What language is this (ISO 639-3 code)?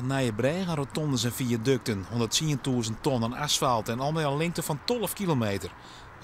fry